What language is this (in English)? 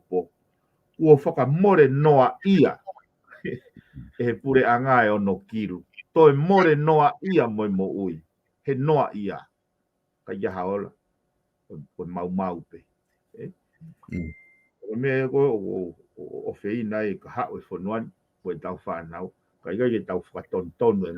Tongan